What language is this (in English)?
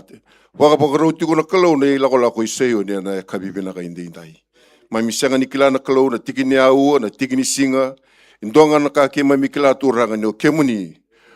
Fijian